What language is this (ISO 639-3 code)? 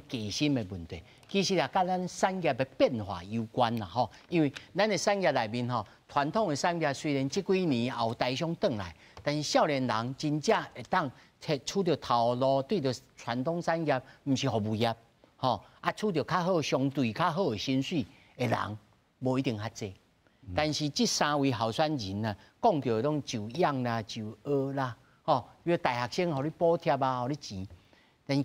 nan